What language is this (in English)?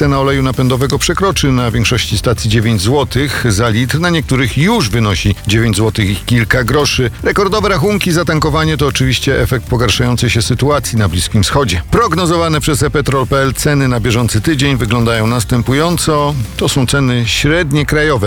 Polish